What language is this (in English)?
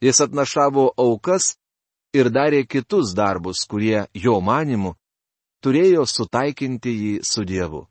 Lithuanian